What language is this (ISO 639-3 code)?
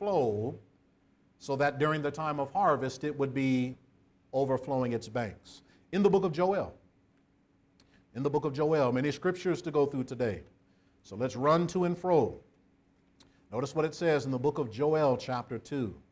eng